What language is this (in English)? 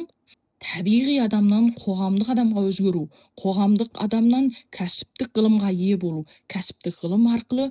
Kazakh